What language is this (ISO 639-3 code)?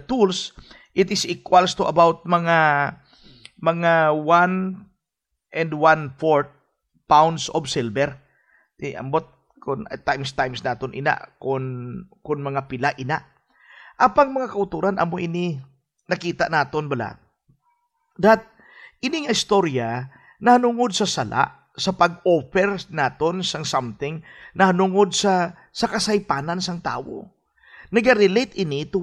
hil